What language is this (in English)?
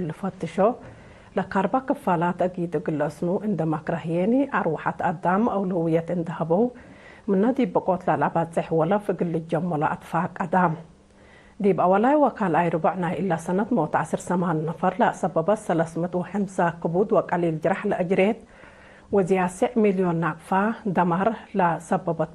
Tigre